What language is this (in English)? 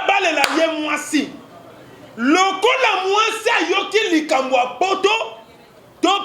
Lingala